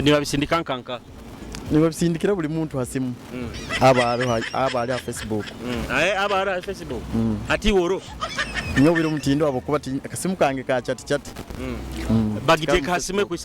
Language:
Nyoro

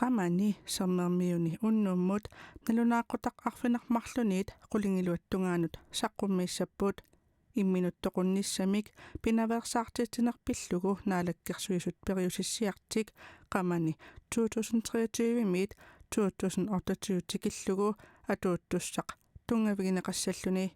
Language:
Kalaallisut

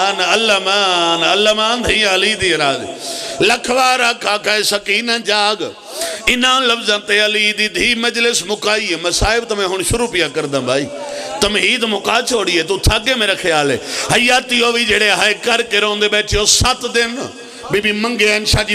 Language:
Pahari-Potwari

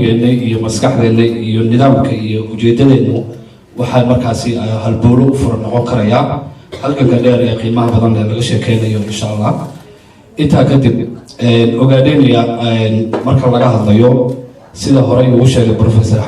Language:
Somali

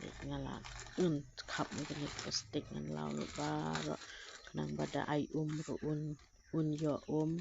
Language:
Khasi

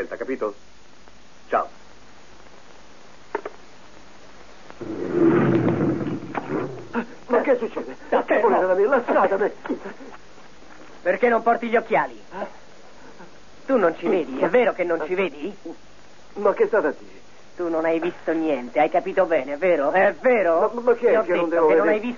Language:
Italian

